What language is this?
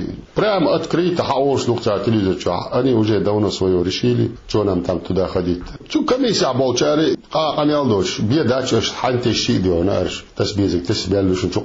Chechen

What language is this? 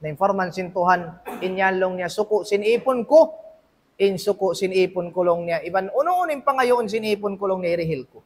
Tausug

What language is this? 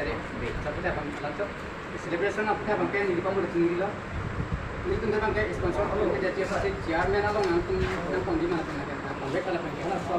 Karbi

